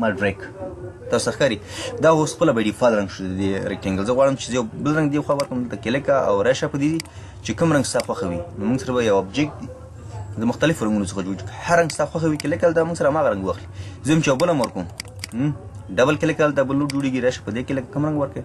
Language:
Pashto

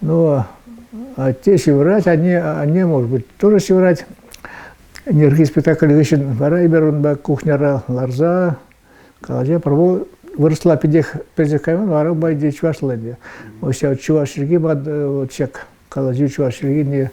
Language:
Chuvash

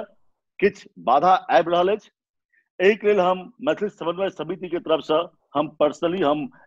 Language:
Maithili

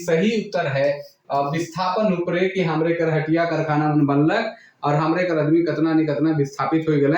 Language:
Sadri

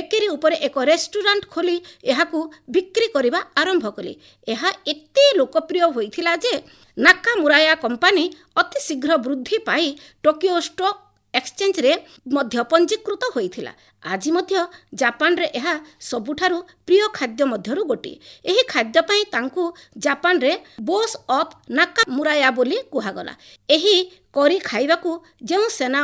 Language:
Odia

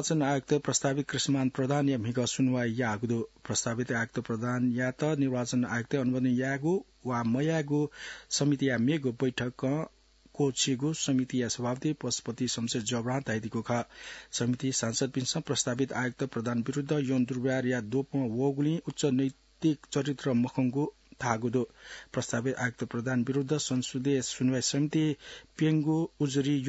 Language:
Newari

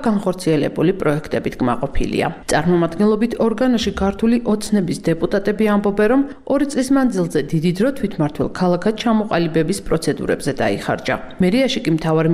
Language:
Georgian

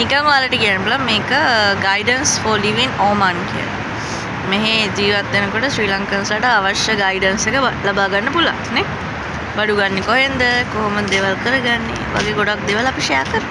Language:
Sinhala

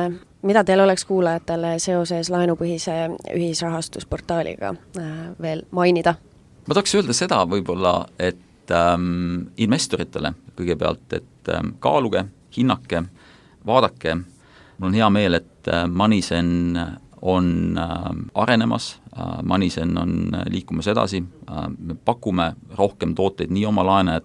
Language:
Estonian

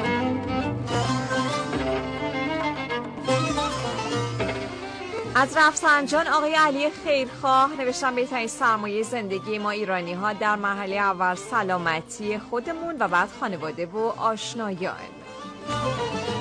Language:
Persian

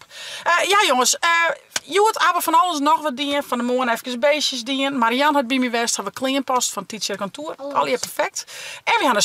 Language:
Western Frisian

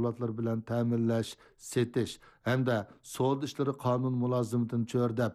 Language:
Uyghur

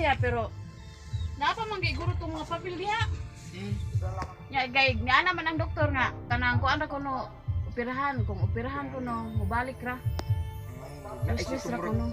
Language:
Cebuano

